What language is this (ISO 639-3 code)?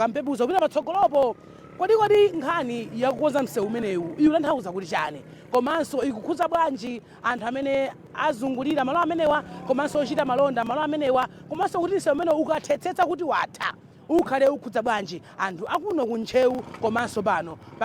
nya